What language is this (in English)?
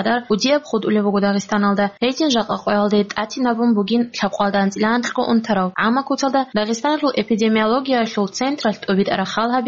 Avaric